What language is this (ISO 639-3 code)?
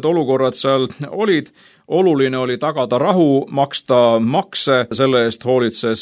est